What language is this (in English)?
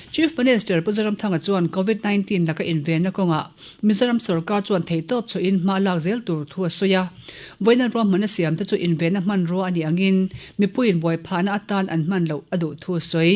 Mizo